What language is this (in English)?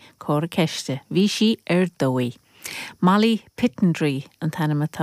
Irish